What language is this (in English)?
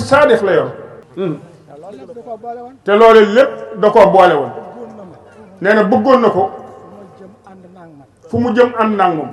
Wolof